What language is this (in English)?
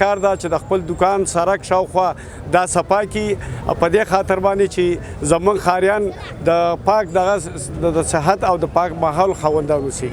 Pashto